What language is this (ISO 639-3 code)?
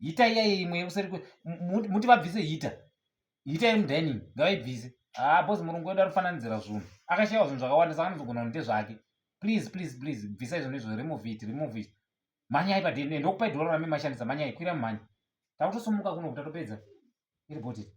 sna